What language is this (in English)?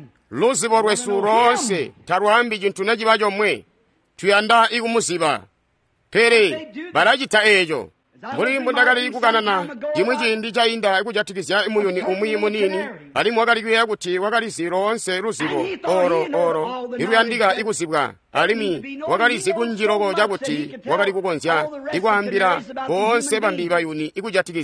Tonga (Zambia)